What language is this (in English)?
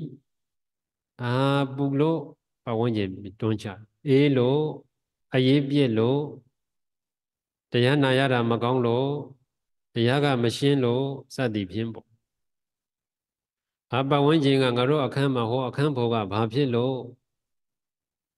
Burmese